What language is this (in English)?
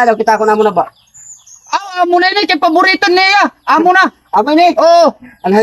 Waray